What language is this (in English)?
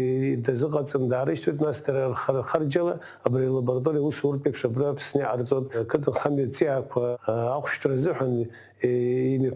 Abkhazian